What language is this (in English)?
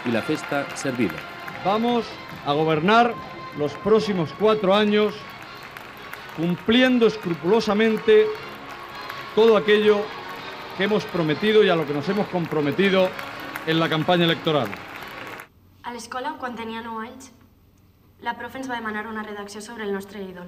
Catalan